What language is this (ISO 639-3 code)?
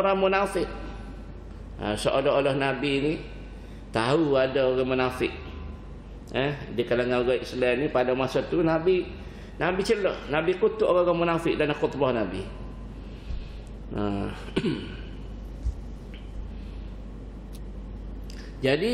msa